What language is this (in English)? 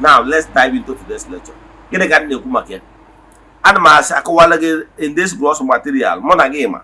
Igbo